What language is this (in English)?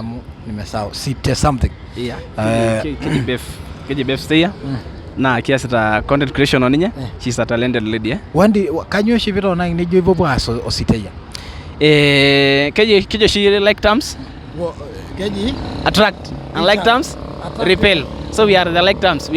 Masai